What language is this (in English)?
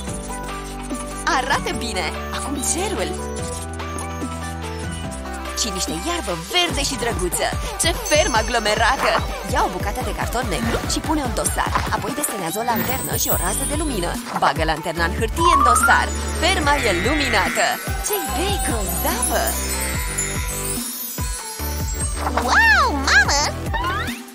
Romanian